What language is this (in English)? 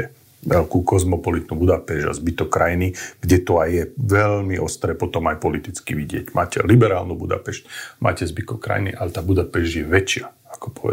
Slovak